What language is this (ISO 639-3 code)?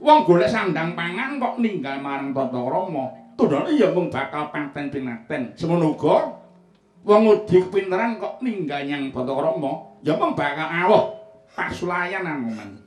jav